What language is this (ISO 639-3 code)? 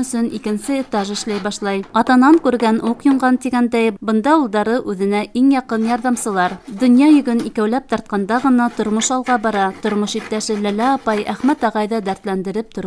bak